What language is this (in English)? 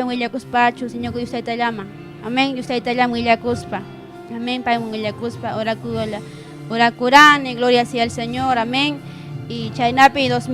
Ayacucho Quechua